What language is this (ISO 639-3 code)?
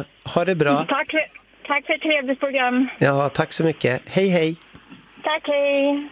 swe